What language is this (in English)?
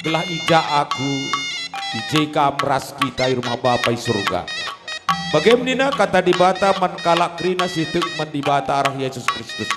Batak Karo